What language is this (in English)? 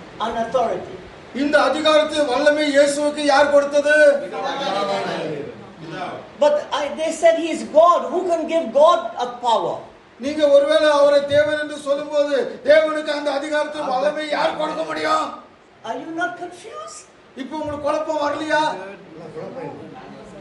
Tamil